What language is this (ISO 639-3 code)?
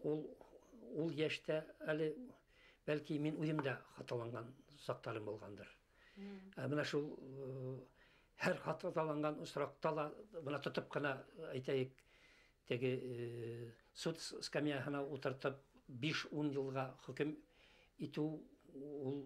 bak